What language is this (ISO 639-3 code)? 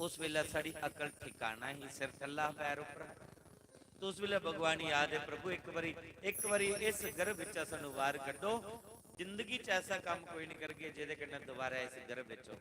doi